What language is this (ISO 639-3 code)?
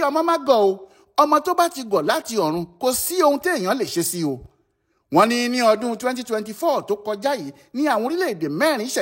yor